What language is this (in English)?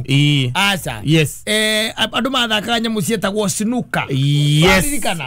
Kikuyu